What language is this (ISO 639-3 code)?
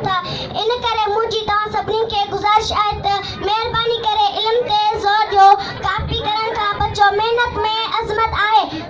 snd